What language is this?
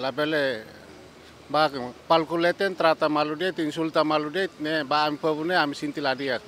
Tetum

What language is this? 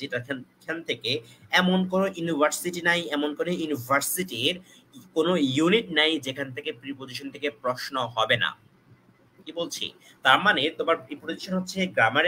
Bangla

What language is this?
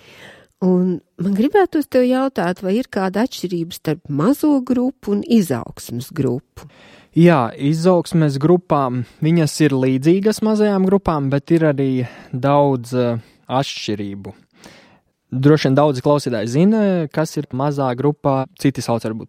Latvian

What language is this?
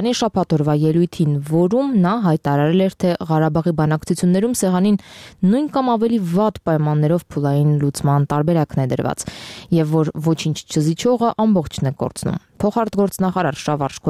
Armenian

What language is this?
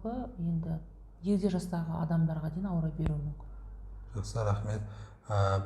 Kazakh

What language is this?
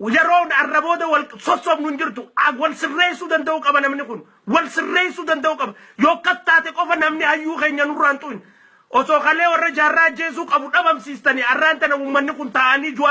Oromo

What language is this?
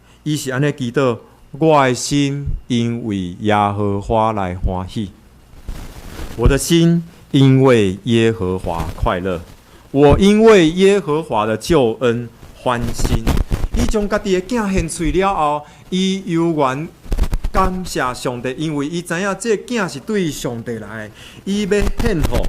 Min Nan Chinese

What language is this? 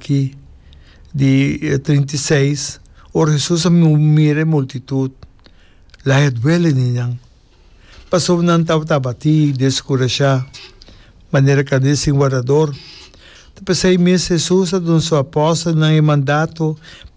Papiamento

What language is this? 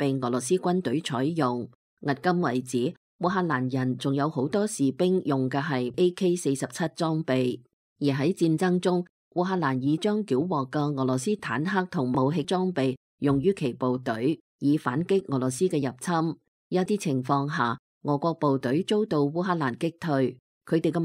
Cantonese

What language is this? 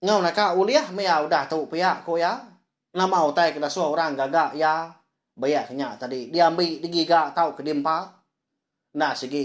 Iban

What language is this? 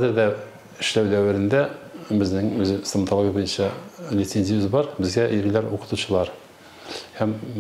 Tatar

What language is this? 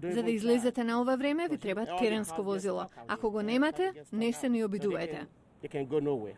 Macedonian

